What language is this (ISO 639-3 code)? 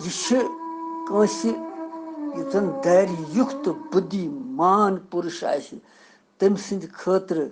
kas